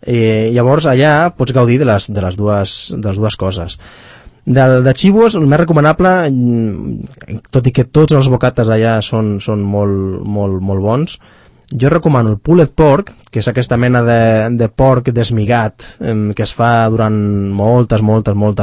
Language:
Catalan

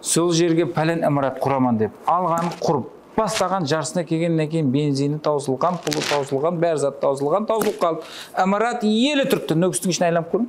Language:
Kara-Kalpak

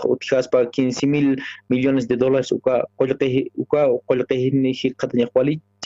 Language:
Aymara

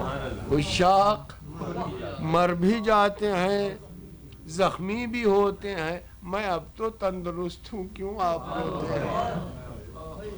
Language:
Urdu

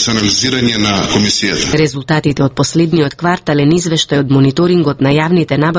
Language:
Macedonian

